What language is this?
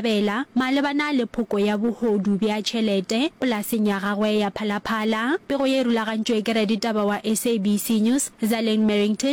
Northern Sotho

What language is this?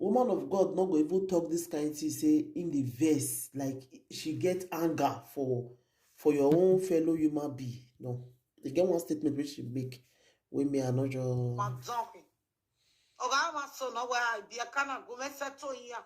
Nigerian Pidgin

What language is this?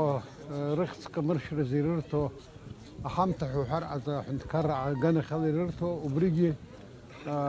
Abkhazian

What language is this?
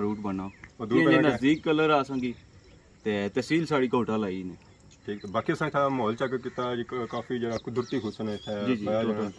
Pahari-Potwari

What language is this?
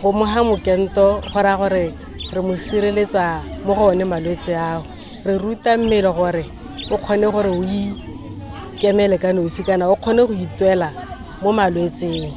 Tswana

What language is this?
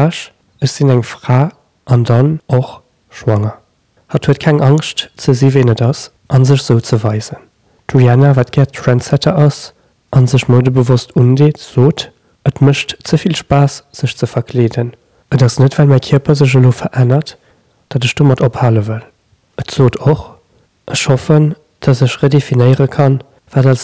Luxembourgish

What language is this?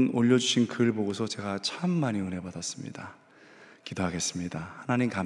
Korean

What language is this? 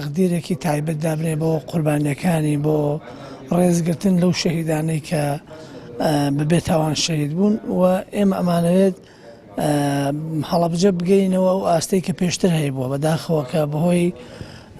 Central Kurdish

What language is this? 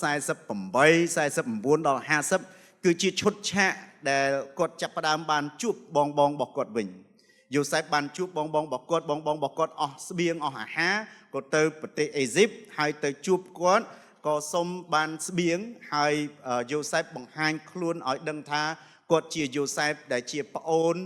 Khmer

